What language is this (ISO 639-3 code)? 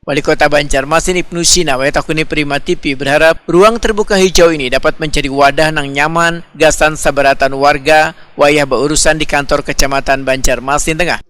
bjn